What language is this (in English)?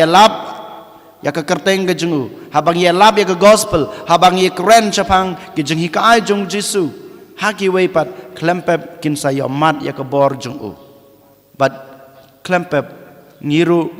Khasi